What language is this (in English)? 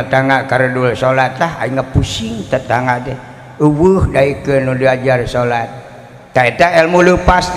Sundanese